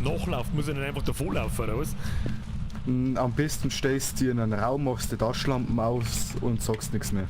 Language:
Bavarian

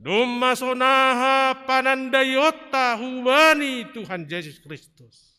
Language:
Batak Simalungun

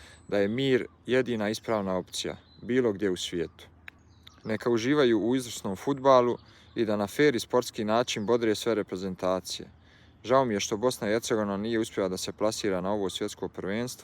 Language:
Bosnian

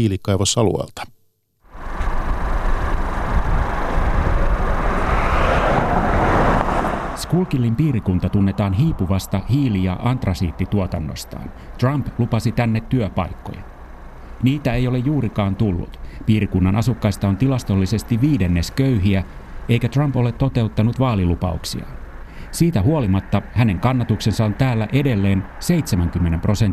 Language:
Finnish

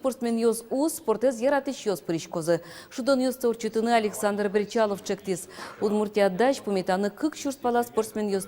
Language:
Udmurt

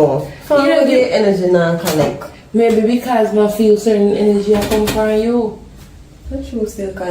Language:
Jamaican Creole English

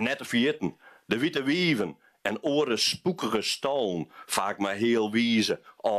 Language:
Western Frisian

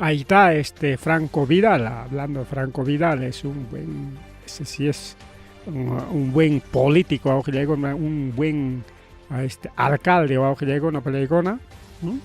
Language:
Ayacucho Quechua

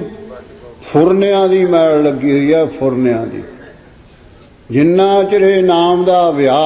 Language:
Punjabi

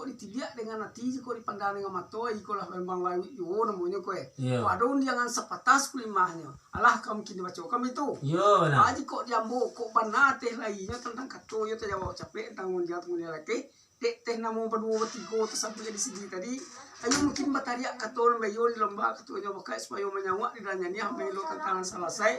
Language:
Minangkabau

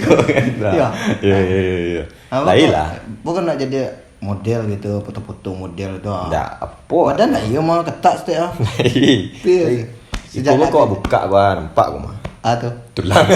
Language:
Minangkabau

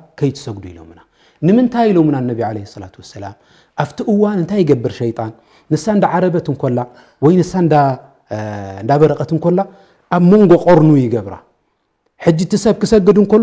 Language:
Tigrinya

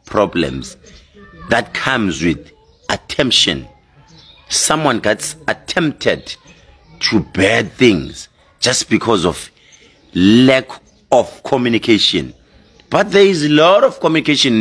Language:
Zulu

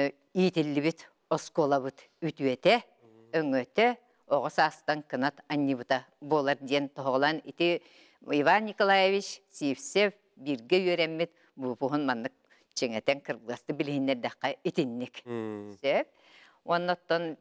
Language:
Yakut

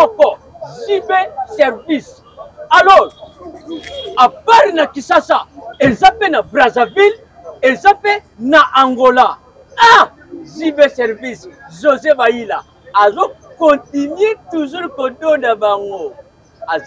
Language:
Lingala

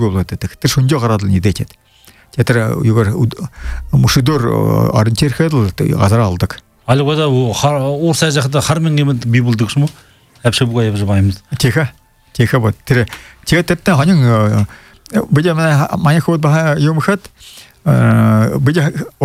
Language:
Buriat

